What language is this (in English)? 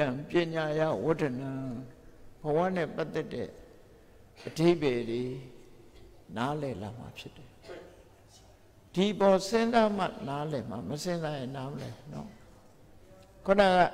Burmese